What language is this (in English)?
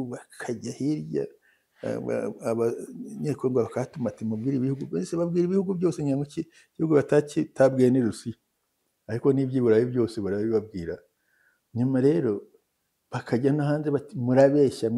Kinyarwanda